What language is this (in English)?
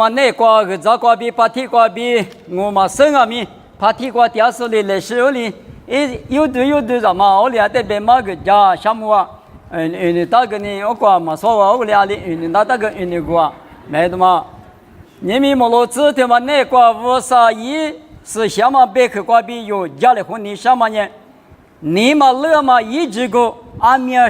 Lisu